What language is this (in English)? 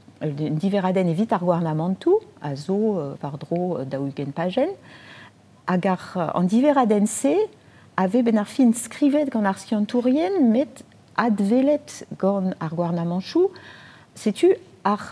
Breton